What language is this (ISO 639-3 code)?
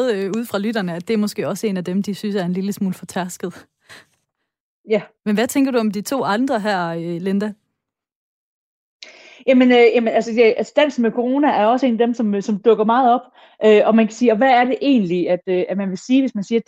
dan